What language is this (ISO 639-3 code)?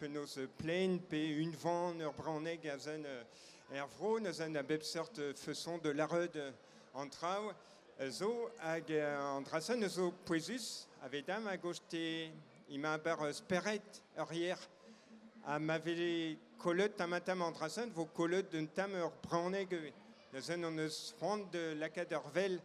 bre